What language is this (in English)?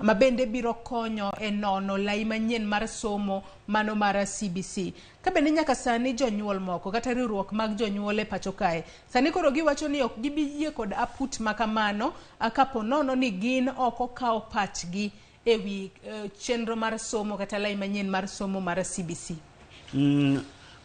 Luo (Kenya and Tanzania)